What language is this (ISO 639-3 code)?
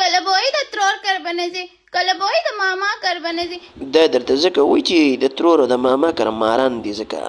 pus